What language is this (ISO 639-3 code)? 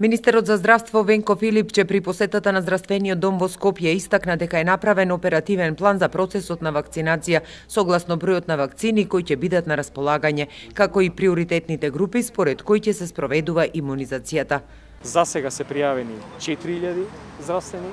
mkd